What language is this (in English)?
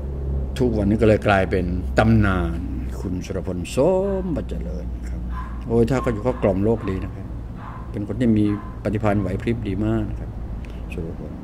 Thai